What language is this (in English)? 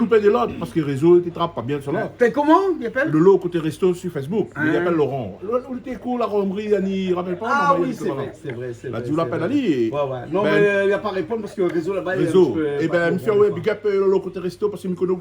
Réunion Creole French